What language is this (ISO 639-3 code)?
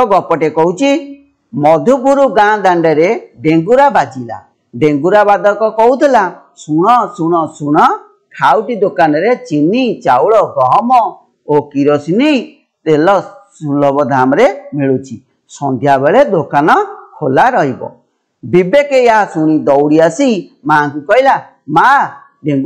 ori